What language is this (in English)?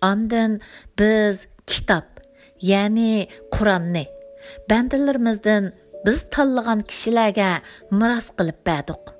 Uyghur